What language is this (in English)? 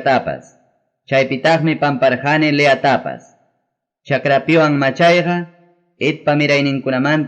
Ayacucho Quechua